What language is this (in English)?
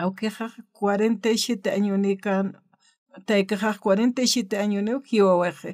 Aymara